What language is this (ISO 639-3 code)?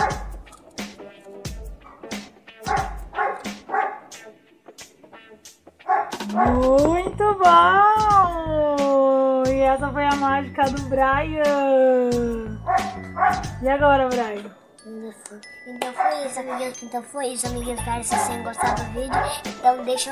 por